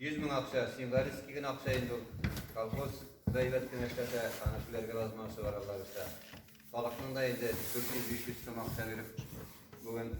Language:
Tatar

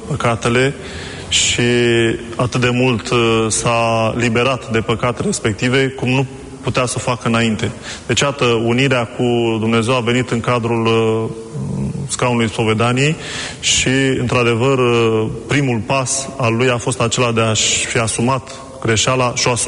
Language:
Romanian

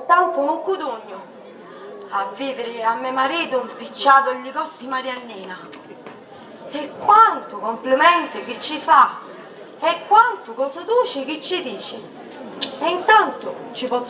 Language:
Sicilian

